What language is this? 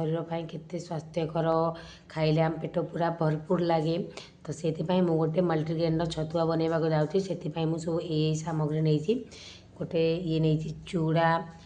Odia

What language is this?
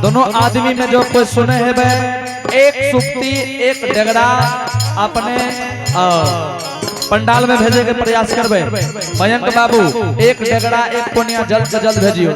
Angika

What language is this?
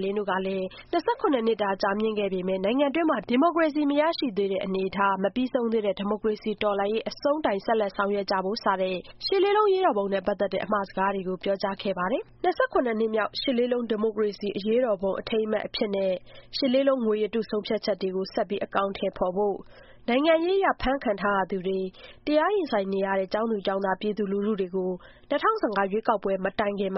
Burmese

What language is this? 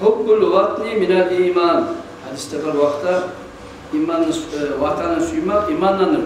Kumyk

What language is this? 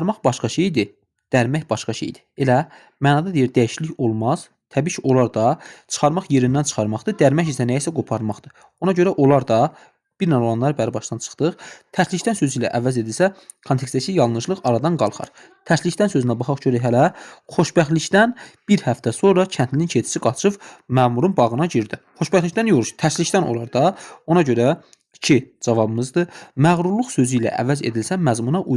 Azerbaijani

